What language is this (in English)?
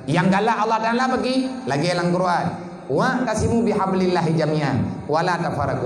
Achinese